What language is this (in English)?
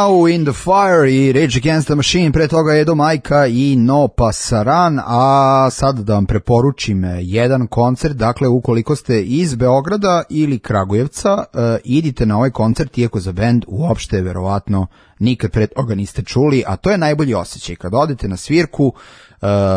Serbian